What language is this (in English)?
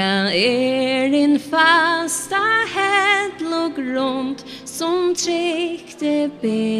Faroese